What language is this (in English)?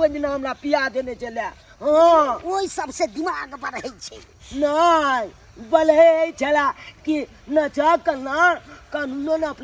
Maithili